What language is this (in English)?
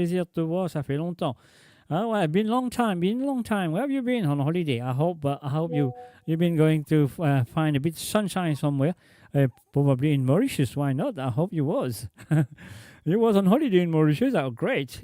Morisyen